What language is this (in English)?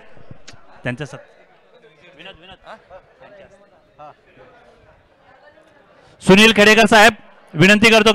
Marathi